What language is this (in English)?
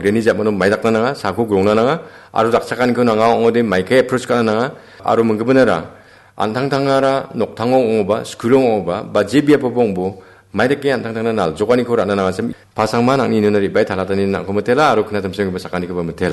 Garo